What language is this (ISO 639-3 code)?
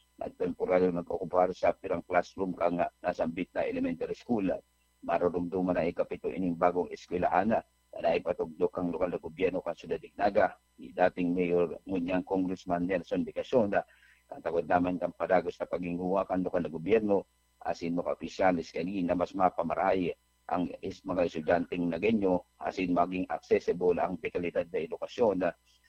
bik